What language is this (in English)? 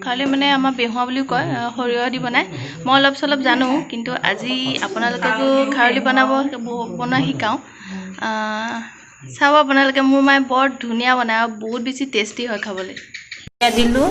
Assamese